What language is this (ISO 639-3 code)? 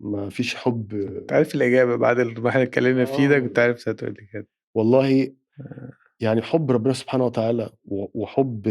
arz